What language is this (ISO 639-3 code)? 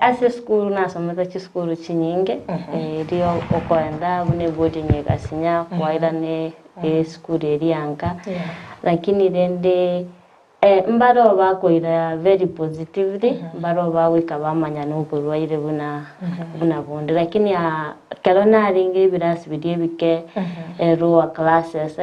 guz